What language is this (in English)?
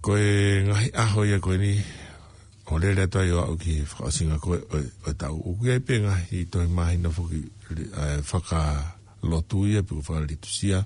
Tongan